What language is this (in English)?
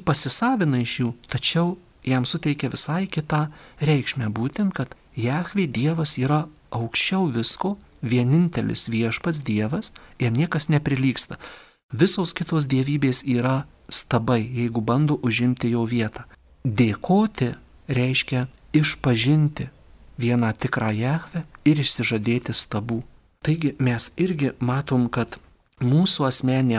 Lithuanian